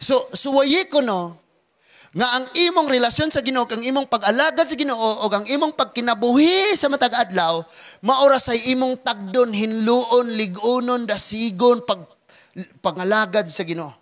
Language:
Cebuano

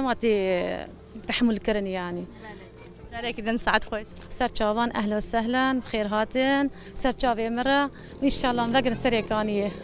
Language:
Kurdish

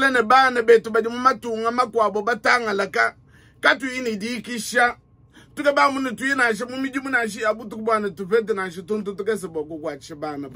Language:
Luba-Lulua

